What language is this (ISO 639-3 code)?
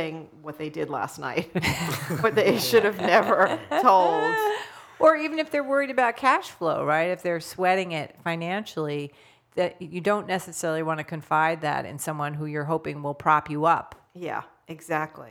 eng